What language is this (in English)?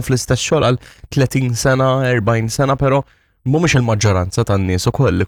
Maltese